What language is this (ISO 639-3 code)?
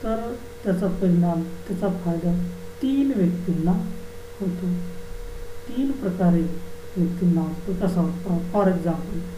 mar